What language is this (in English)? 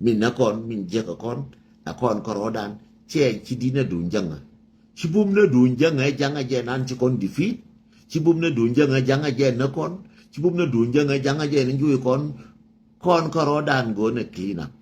Nuer